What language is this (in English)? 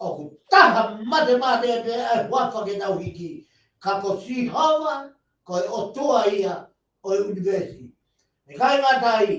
Tongan